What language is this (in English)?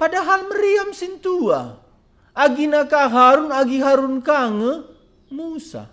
Batak Karo